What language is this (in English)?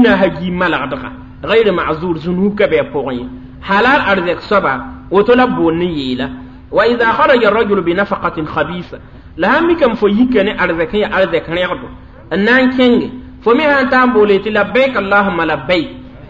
Mossi